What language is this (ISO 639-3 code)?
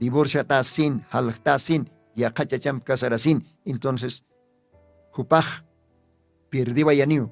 aym